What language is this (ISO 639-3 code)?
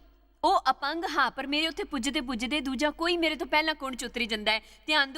doi